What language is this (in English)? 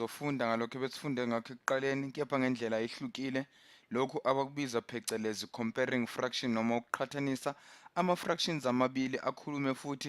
Zulu